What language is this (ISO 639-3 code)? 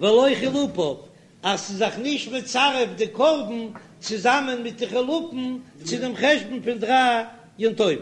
yid